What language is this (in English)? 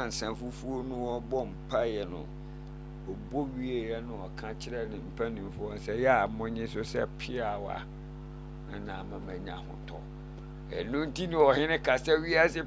Akan